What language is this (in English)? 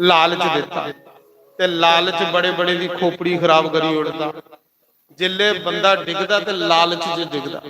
Dogri